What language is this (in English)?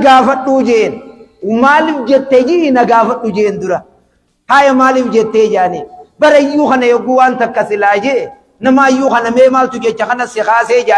Oromo